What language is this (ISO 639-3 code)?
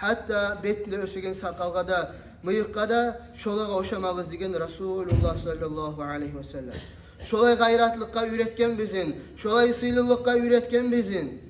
kum